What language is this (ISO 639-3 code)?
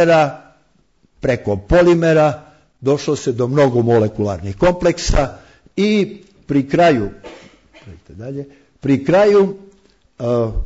srp